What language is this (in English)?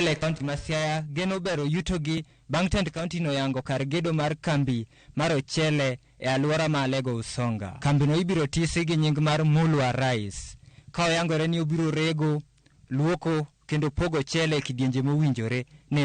Luo (Kenya and Tanzania)